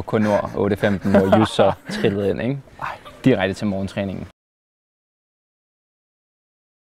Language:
Danish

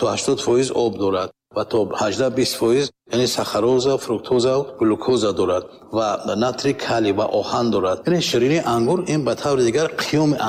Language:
Tajik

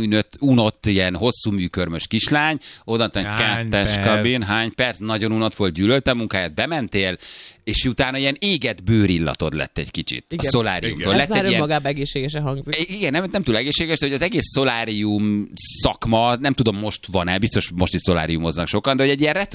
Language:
Hungarian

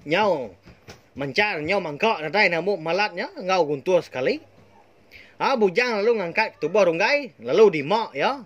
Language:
Iban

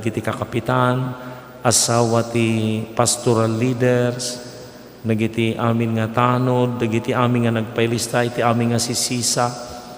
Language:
Iloko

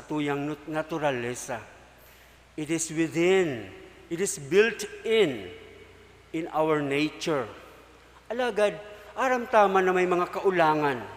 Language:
Bikol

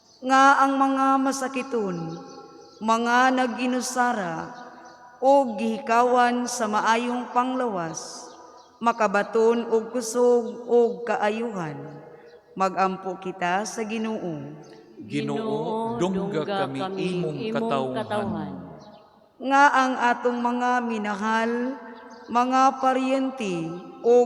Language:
Cebuano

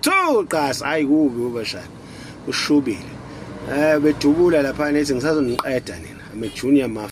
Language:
Zulu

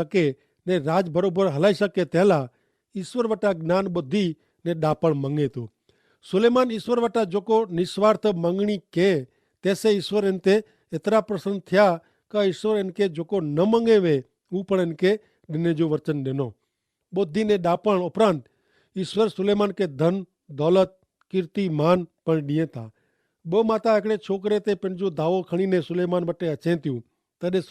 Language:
Kachhi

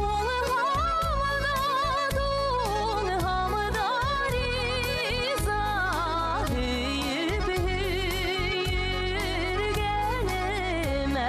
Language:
Bashkir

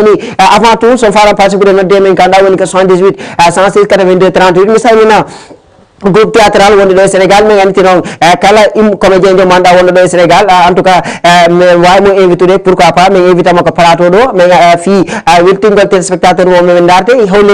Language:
Fula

